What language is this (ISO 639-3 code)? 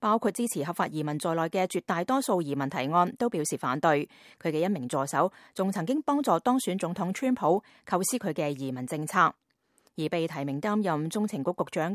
yue